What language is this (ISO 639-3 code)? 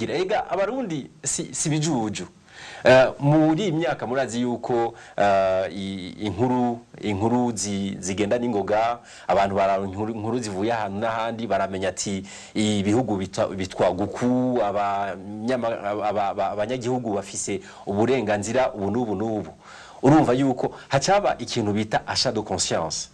run